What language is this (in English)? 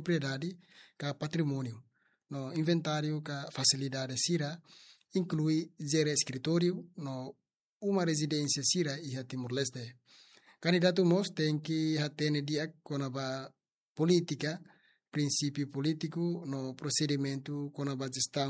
Tetum